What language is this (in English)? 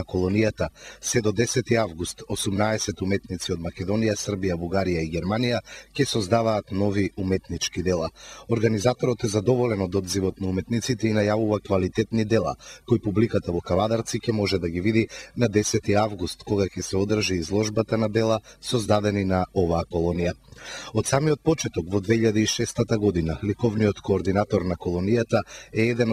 Macedonian